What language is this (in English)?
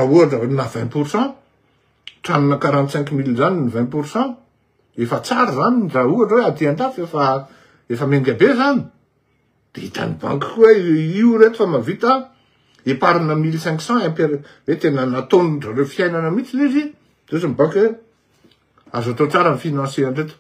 Malagasy